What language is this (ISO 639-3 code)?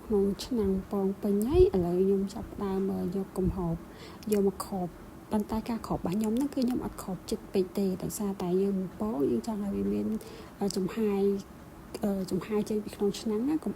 khm